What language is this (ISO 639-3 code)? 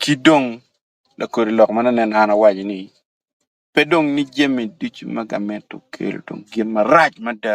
ach